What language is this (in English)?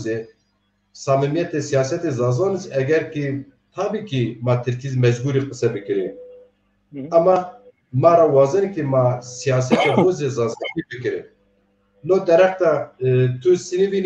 Zaza